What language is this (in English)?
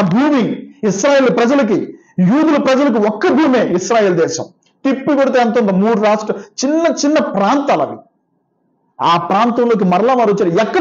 Telugu